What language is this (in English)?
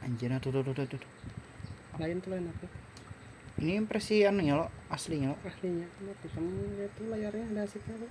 Banjar